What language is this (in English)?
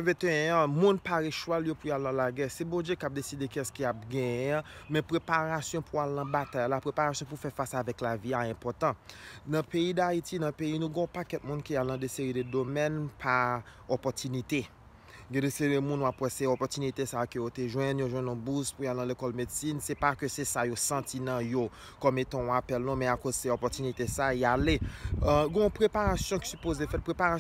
Haitian Creole